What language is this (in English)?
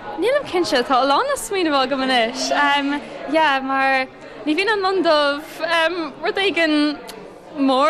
Irish